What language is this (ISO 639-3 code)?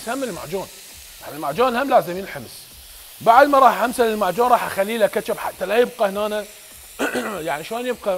acm